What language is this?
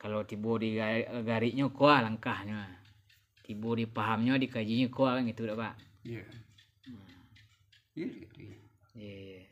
Minangkabau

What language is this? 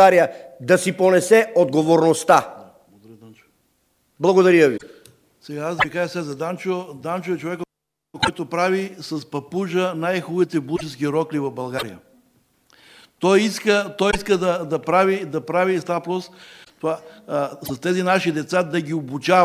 Bulgarian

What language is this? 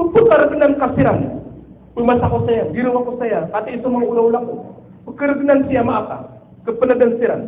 Maranao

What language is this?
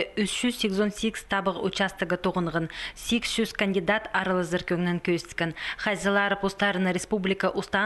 Khakas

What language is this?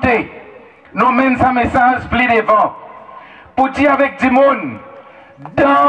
Seselwa Creole French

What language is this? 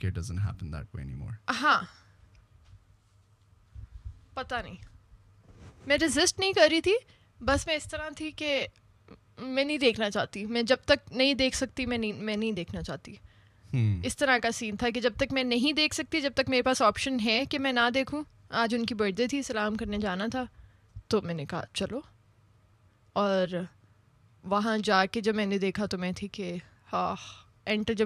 Urdu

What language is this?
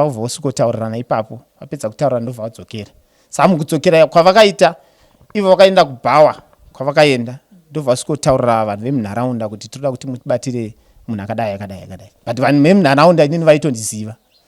Shona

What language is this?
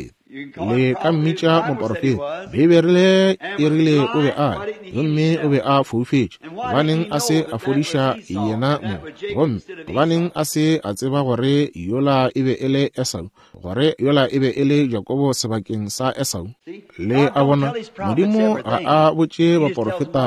Northern Sotho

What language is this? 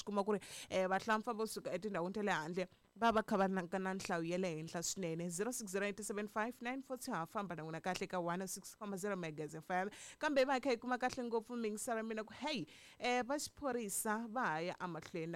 Tsonga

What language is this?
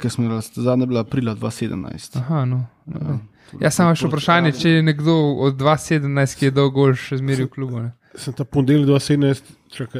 Slovenian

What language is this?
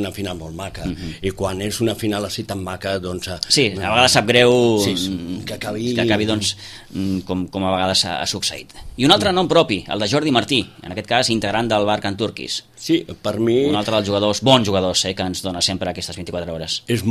Catalan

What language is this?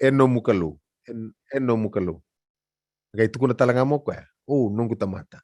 Fijian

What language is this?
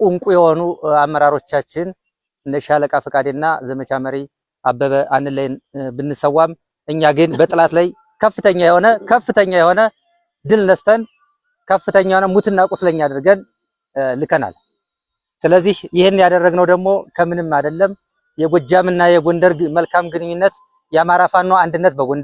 Amharic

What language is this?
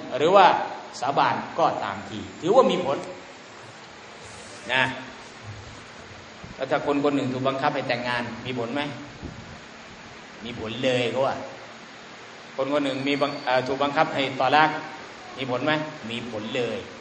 Thai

